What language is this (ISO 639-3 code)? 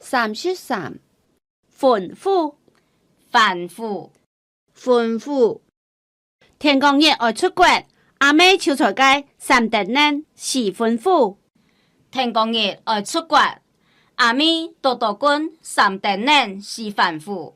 hak